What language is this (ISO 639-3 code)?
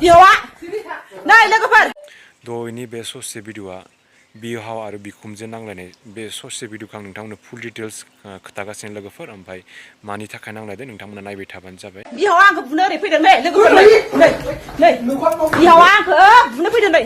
brx